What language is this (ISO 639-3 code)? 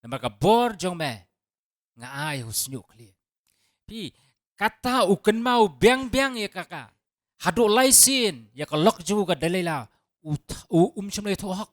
kha